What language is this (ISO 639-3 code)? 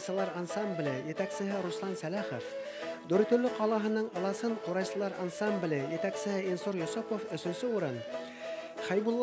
bak